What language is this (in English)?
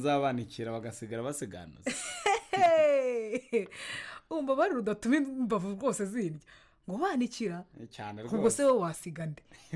Kinyarwanda